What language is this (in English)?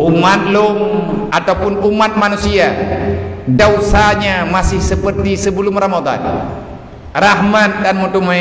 Achinese